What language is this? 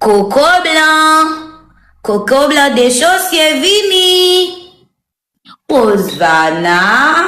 Haitian Creole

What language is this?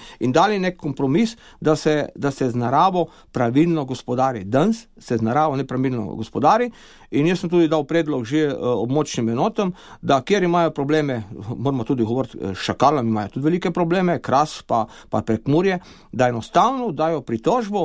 Slovenian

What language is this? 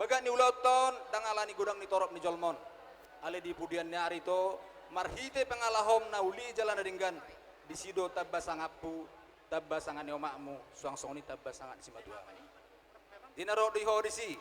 Batak Toba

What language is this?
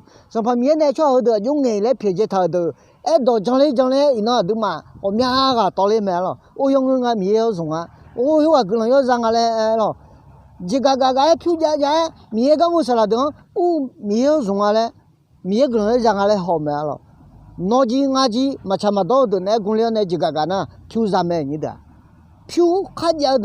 Akha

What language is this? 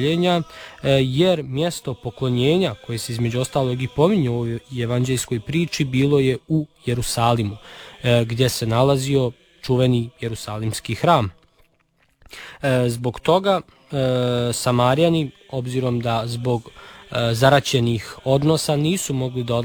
Serbian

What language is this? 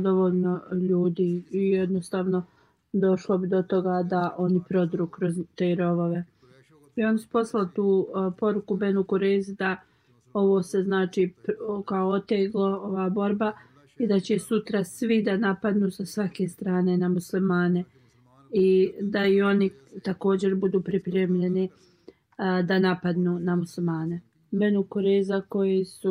Bosnian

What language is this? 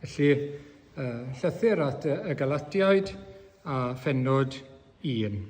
Welsh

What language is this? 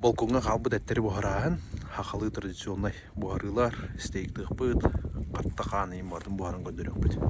Yakut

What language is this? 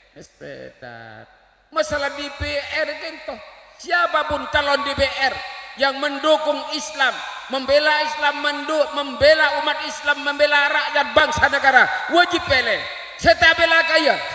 Madurese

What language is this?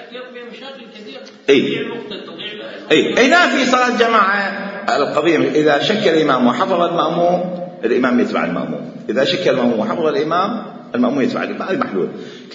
Mesopotamian Arabic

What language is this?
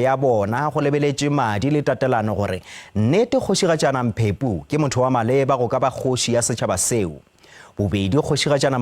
Northern Sotho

